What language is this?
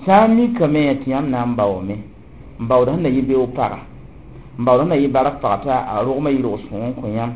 Mossi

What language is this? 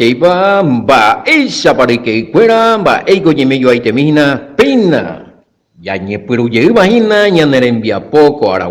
Guarani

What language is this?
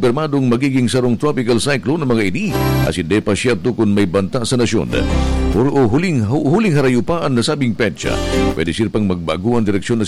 Bikol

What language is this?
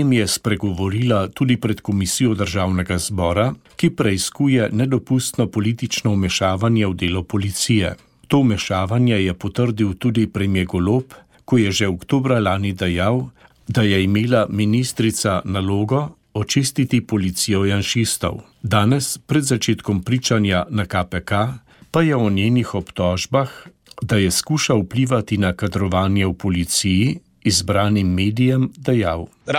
Slovenian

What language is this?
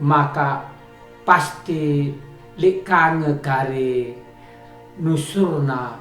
Batak Karo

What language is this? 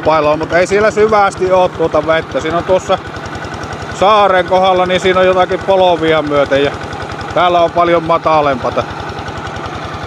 Finnish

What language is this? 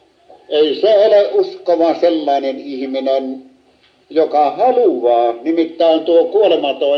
Finnish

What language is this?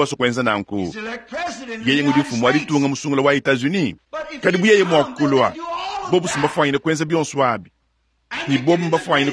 Luba-Lulua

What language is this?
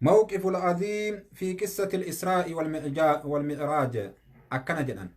Oromo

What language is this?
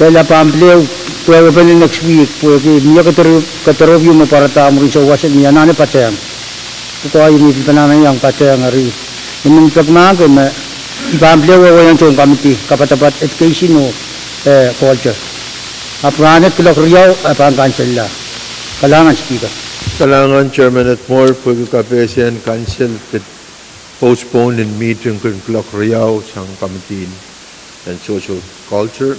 Pohnpeian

